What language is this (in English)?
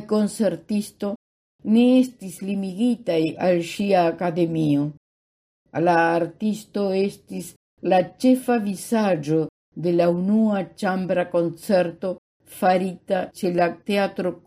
Esperanto